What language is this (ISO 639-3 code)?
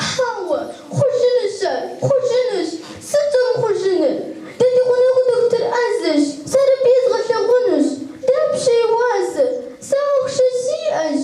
kbd